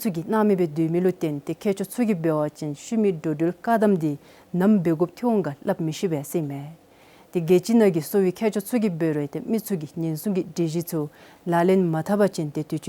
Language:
Dzongkha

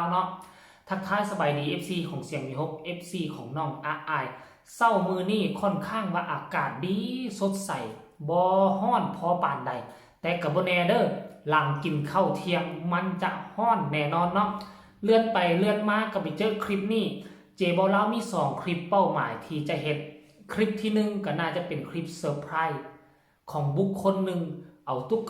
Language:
Northeastern Thai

